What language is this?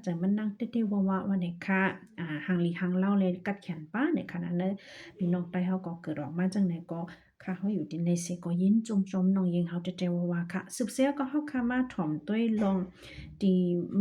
Shan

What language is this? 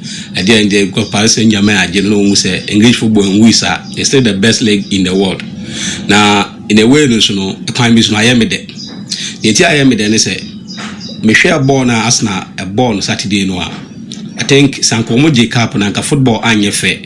Akan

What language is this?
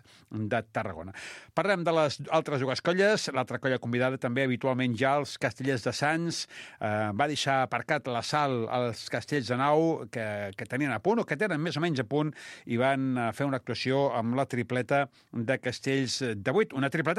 Catalan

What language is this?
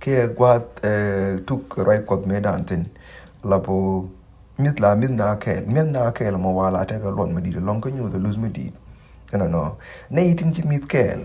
Nuer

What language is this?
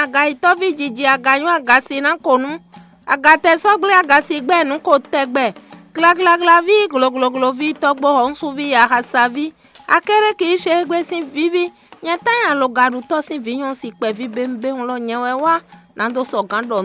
Fon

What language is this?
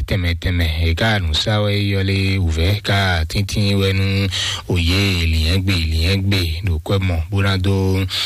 Fon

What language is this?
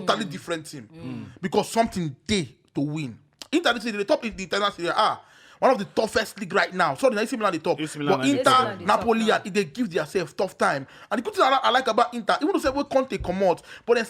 Nigerian Pidgin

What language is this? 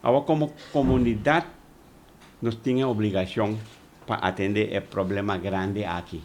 Papiamento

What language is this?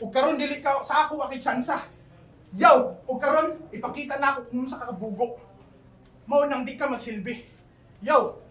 Cebuano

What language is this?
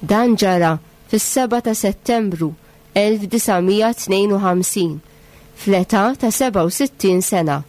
Maltese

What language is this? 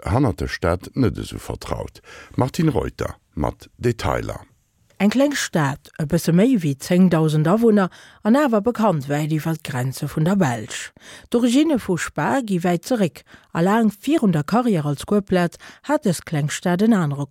Luxembourgish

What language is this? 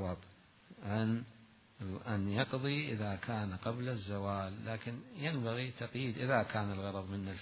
Mesopotamian Arabic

